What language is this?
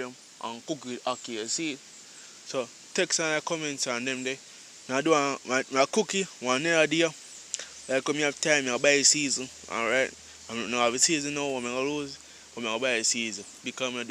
Jamaican Creole English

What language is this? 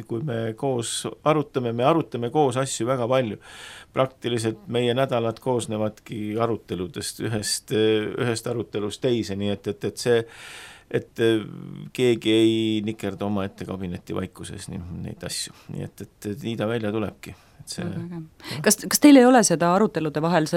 Estonian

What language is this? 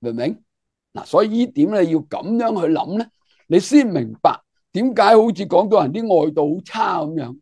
Cantonese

